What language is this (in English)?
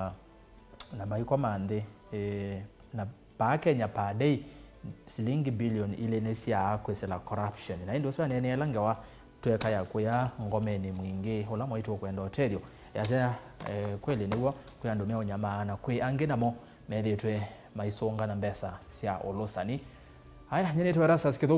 Kamba